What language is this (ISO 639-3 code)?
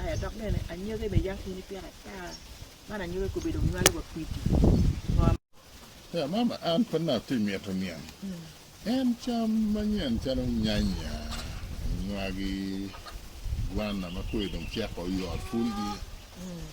ach